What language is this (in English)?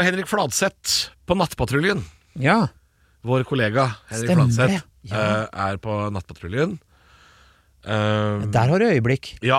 Norwegian